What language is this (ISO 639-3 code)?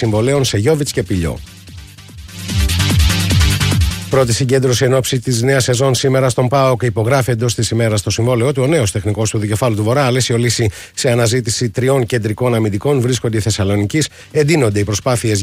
ell